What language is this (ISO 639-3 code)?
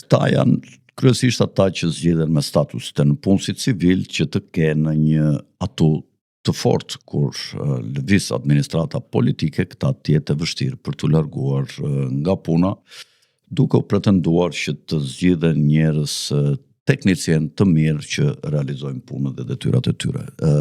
sqi